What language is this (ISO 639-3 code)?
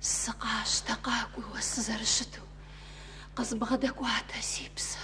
kbd